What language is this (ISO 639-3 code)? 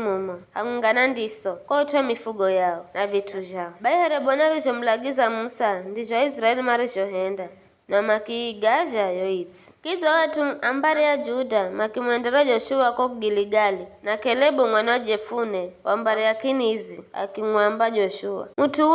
nyf